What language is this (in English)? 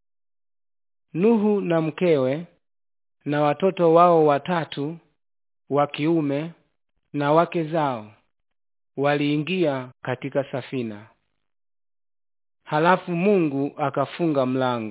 Swahili